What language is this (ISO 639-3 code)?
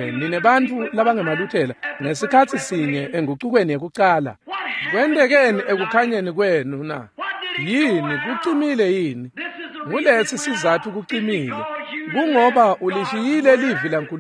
ssw